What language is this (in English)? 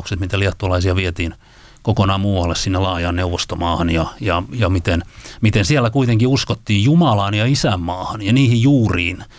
Finnish